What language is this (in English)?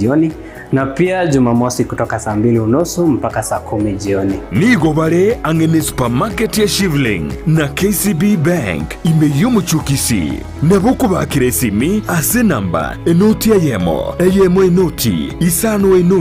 Gusii